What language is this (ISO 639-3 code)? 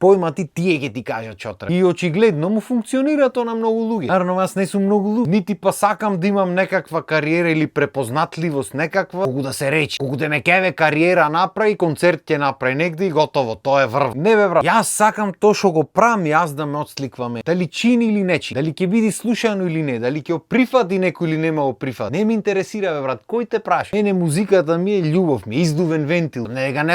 mkd